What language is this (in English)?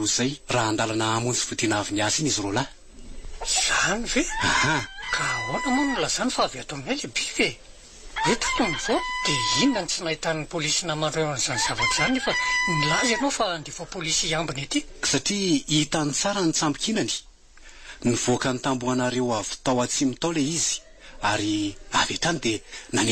Malagasy